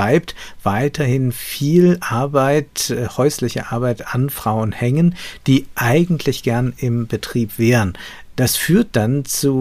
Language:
German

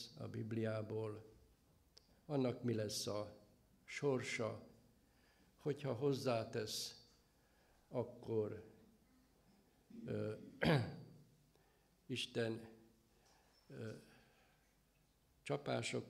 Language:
Hungarian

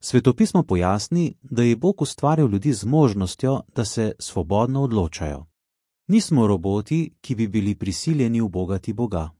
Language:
Slovenian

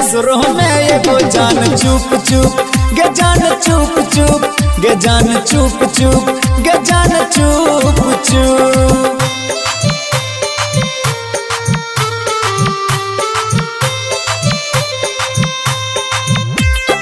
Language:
Bhojpuri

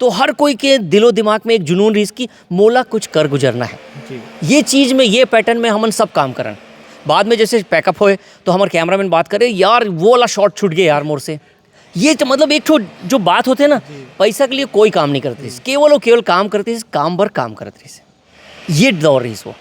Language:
Chhattisgarhi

